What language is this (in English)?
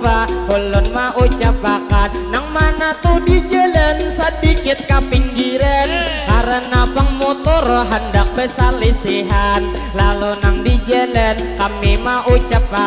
Banjar